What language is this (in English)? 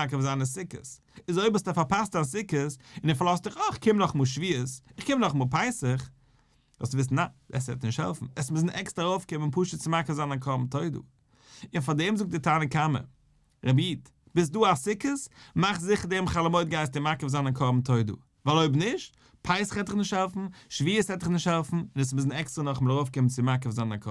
Yiddish